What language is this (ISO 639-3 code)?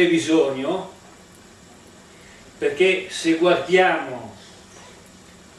ita